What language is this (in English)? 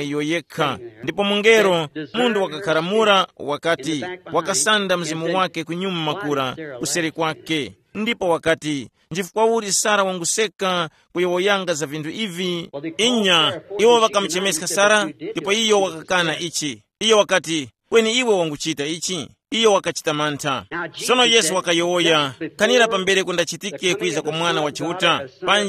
Tumbuka